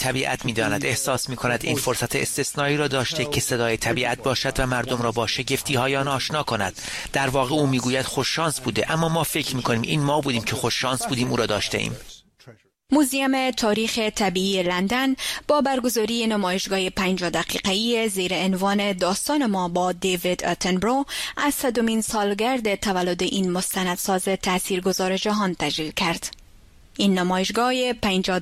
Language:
Persian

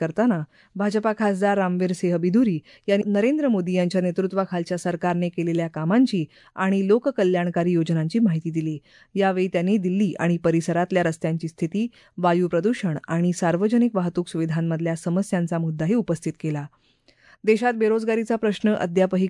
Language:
Marathi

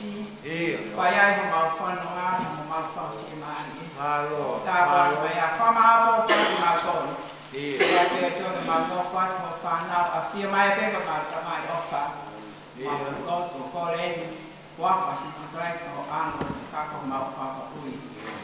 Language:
Tongan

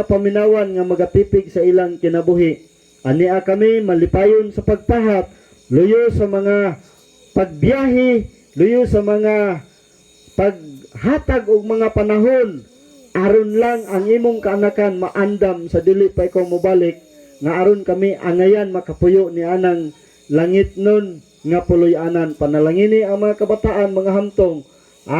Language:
Cebuano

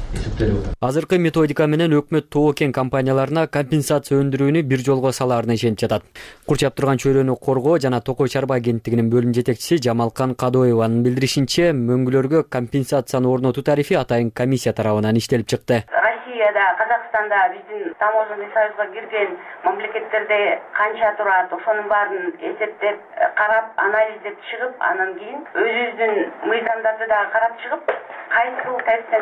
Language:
Kyrgyz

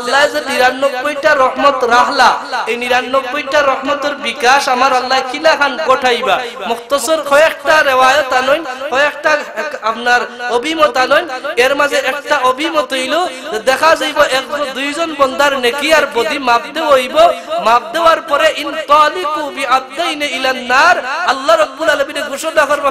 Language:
Sylheti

